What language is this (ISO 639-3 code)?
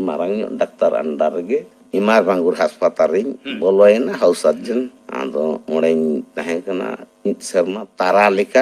sat